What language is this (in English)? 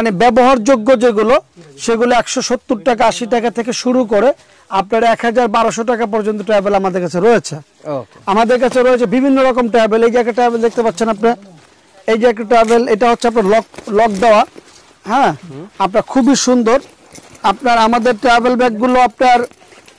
Bangla